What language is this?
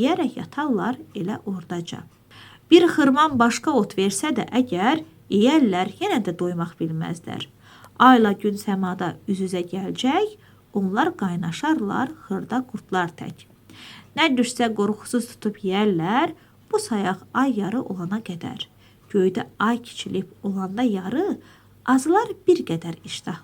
Azerbaijani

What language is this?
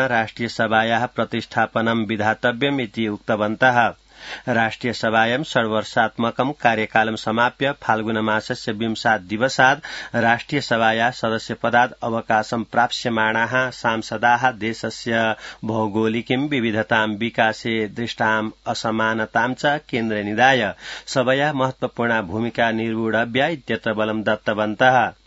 Sanskrit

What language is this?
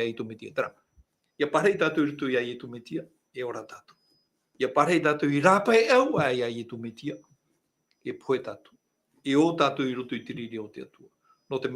Tahitian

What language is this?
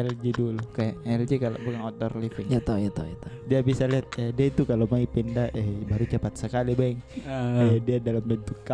Makassar Malay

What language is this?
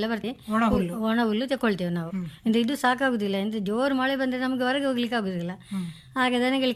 Kannada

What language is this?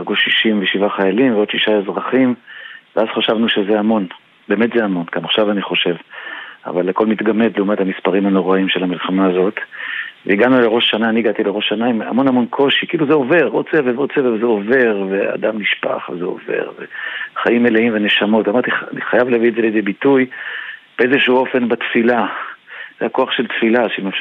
Hebrew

